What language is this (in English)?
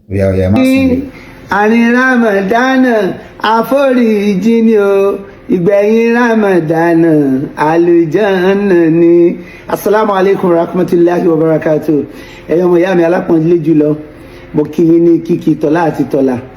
Yoruba